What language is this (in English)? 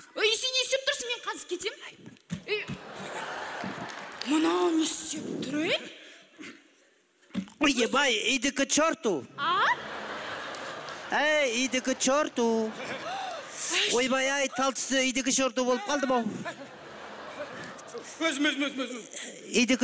Kazakh